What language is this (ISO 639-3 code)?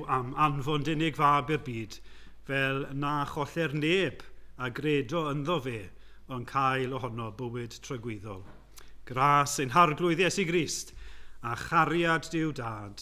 cym